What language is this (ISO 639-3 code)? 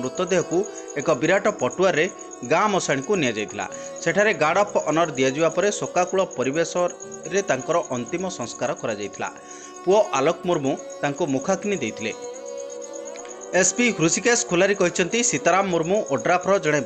ori